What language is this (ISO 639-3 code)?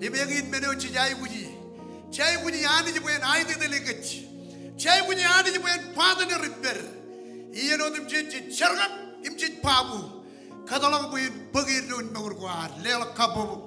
mah